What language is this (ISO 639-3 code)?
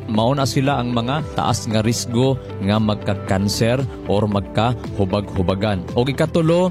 ceb